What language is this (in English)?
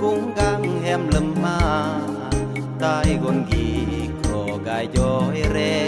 Khmu